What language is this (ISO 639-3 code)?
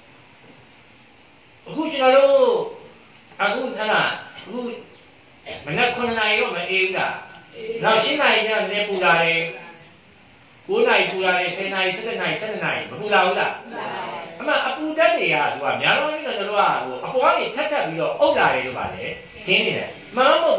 mya